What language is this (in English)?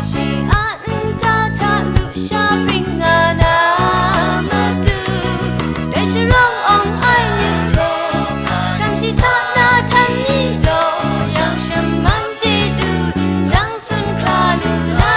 Kachin